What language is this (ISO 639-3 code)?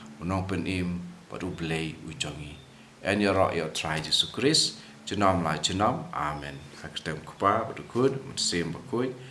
kha